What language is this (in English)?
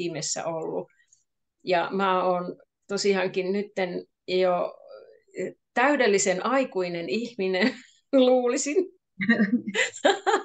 Finnish